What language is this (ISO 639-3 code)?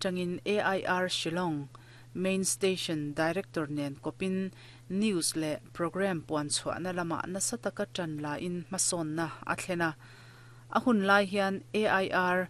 lus